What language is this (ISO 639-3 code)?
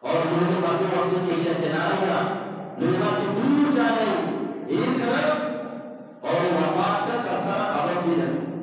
bgp